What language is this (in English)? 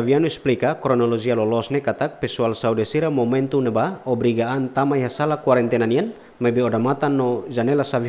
Tetum